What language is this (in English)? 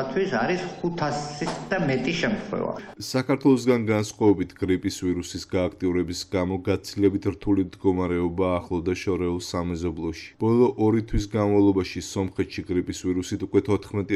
Georgian